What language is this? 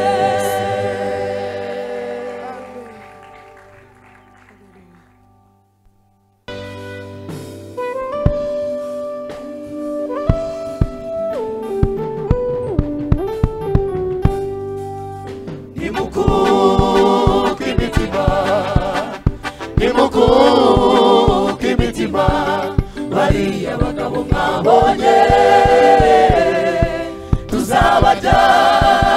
Kinyarwanda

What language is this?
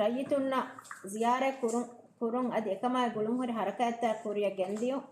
Divehi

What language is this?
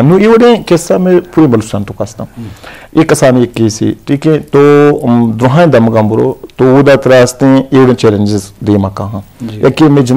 Eastern Balochi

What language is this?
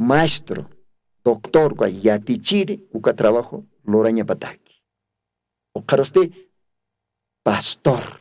Aymara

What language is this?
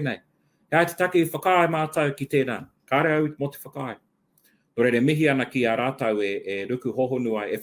Māori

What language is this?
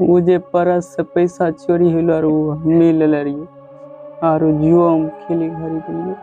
Angika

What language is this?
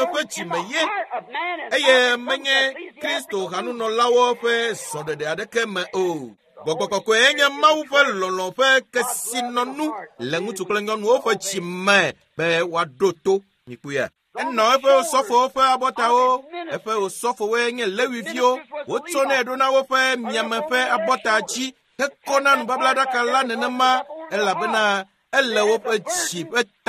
Ewe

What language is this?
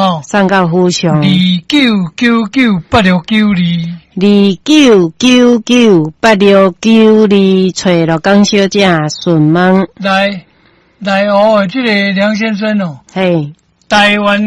Min Nan Chinese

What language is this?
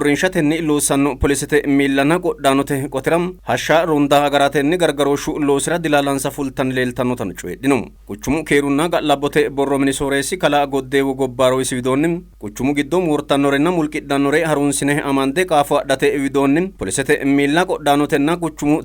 Sidamo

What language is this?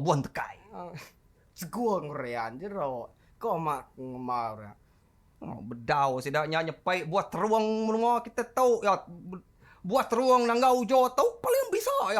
Iban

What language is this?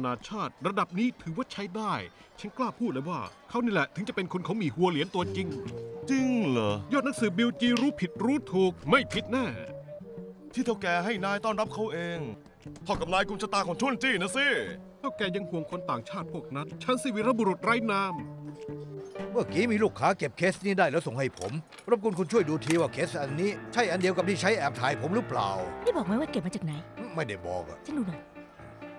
Thai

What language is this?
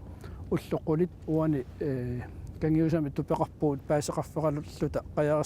Kalaallisut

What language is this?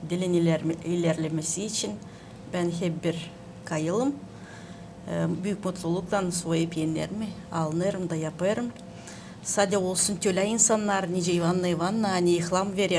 Gagauz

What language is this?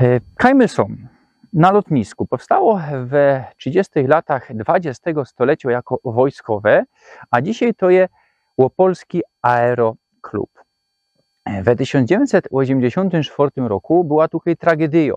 Silesian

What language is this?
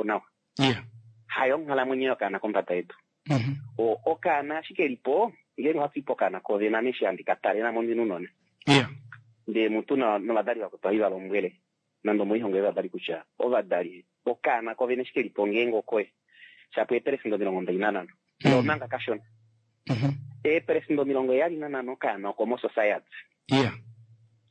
Kuanyama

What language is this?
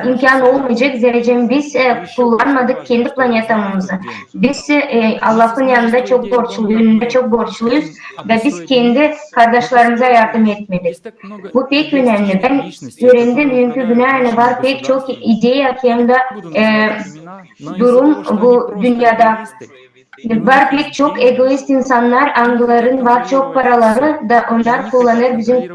Gagauz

